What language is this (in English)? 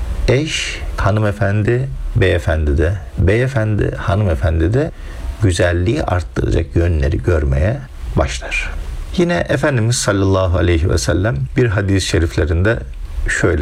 Turkish